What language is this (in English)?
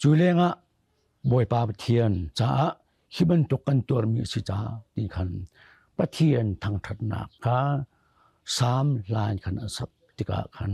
Hakha Chin